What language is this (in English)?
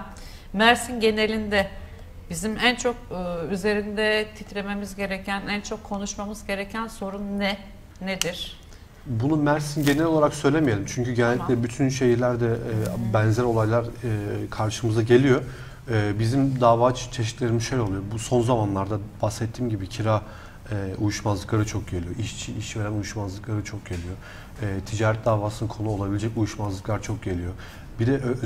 Turkish